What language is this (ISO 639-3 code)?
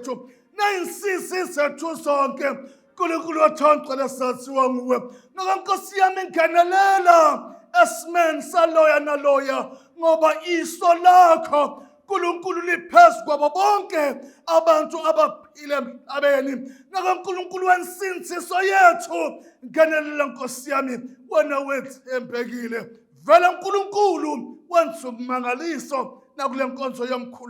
zul